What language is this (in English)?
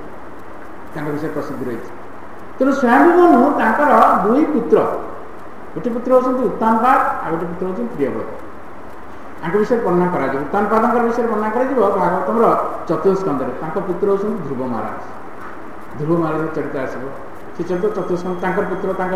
Odia